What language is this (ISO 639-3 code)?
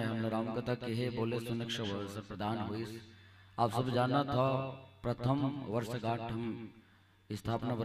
hne